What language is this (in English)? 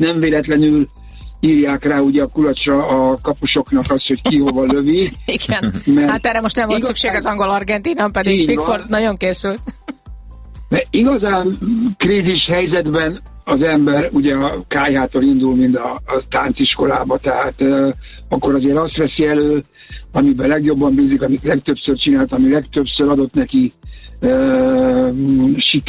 Hungarian